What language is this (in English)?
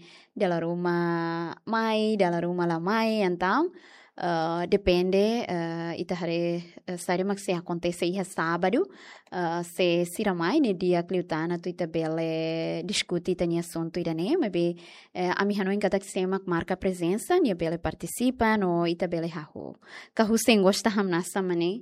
Tetum